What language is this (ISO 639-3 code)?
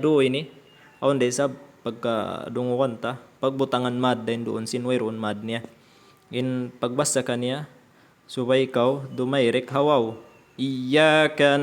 tsg